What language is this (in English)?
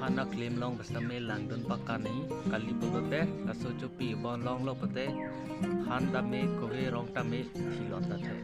Karbi